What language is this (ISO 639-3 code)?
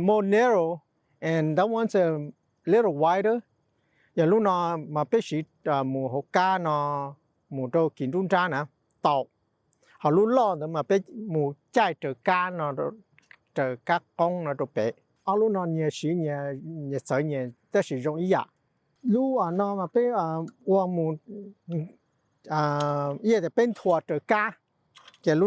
hmn